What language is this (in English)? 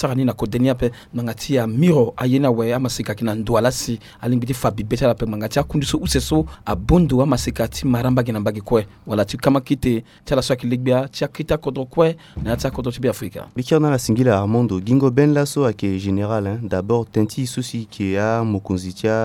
Sango